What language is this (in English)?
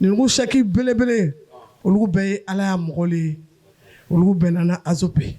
Bambara